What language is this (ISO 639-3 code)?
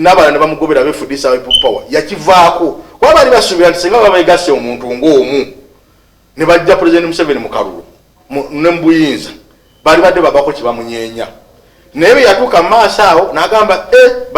lug